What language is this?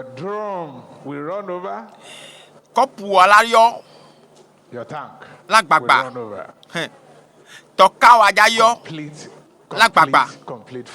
Ewe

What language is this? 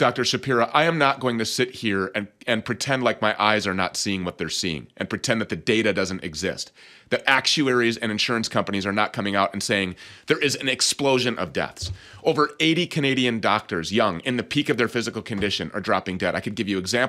English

